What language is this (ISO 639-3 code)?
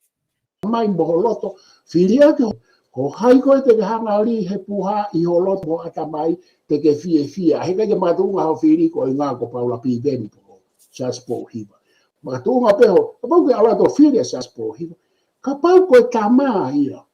ton